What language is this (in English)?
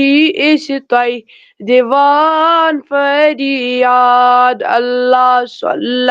Kashmiri